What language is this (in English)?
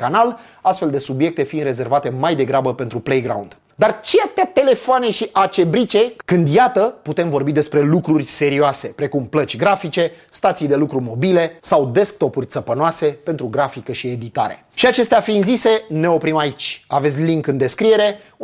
Romanian